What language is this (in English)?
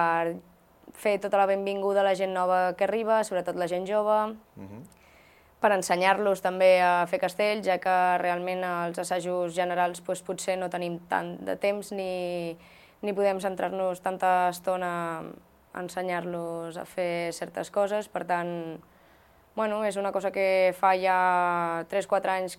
Catalan